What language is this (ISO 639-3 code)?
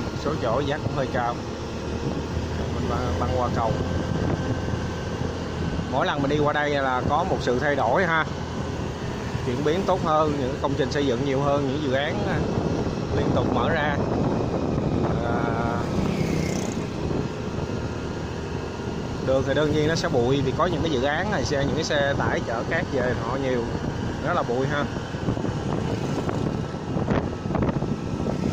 vie